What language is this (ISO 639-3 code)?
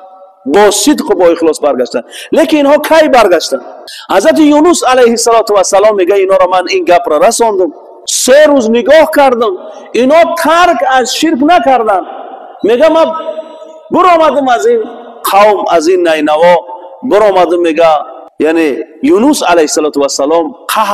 tgk